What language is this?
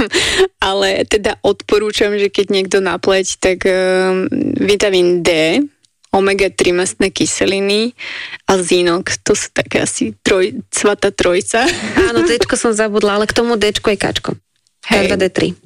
Slovak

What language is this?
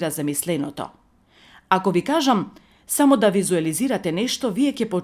Macedonian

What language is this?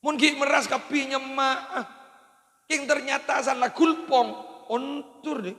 Madurese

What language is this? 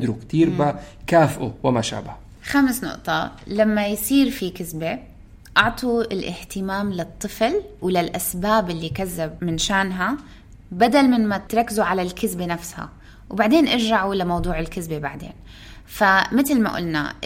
North Levantine Arabic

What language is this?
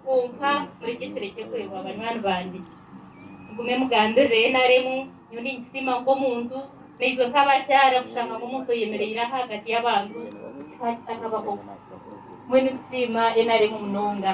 Nyankole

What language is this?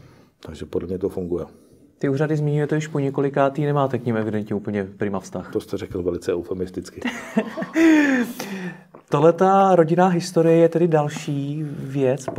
Czech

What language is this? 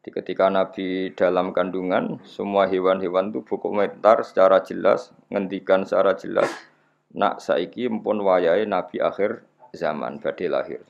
Javanese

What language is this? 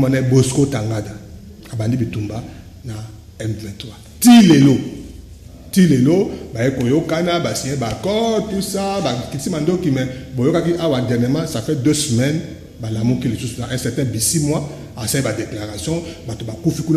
Lingala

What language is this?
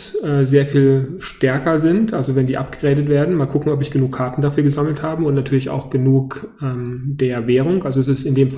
German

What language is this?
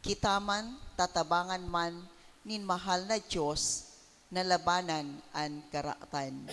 Bikol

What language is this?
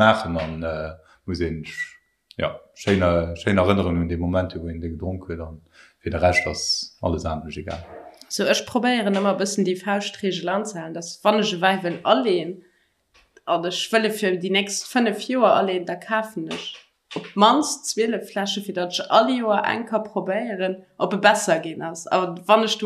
Luxembourgish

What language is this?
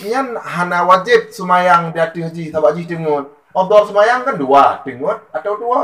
Achinese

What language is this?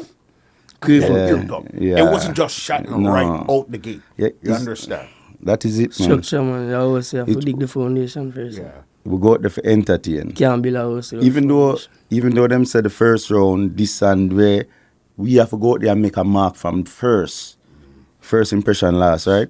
Jamaican Creole English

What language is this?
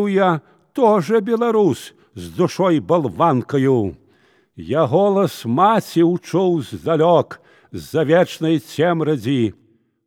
Belarusian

